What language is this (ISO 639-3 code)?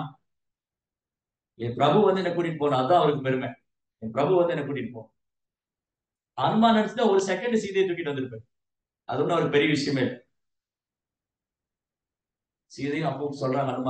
tam